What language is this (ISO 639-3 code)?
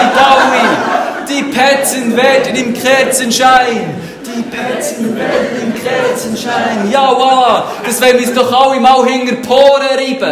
gsw